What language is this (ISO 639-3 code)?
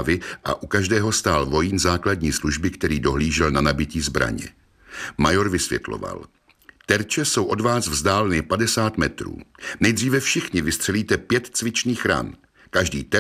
ces